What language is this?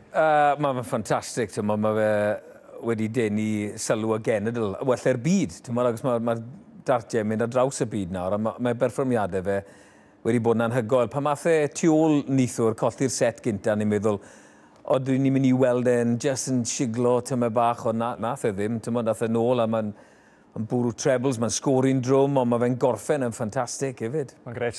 Welsh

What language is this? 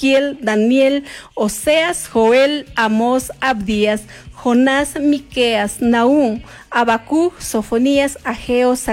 Chimborazo Highland Quichua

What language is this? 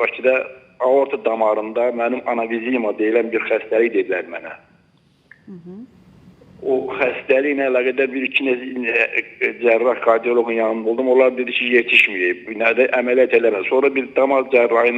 Azerbaijani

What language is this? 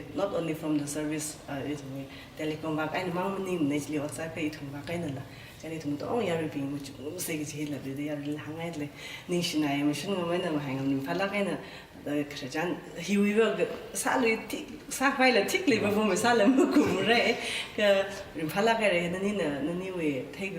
Tangkhul Naga (India)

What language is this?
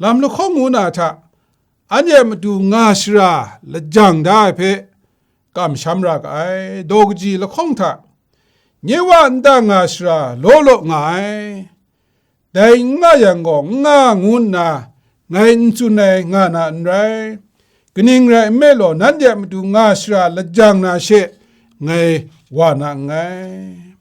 Kachin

